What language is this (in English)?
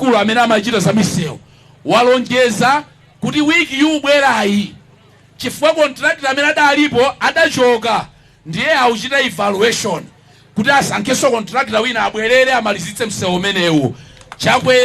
Nyanja